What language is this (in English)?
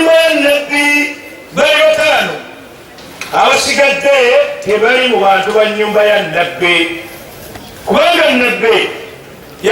Ganda